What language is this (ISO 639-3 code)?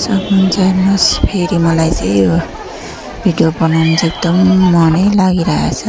nep